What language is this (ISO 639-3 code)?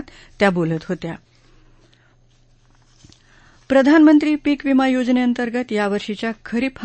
mar